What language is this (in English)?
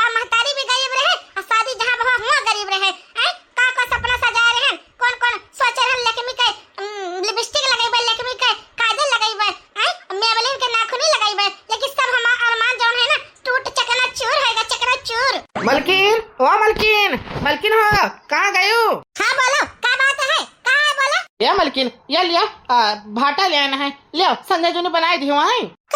Awadhi